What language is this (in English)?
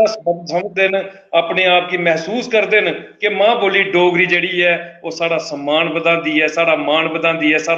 Dogri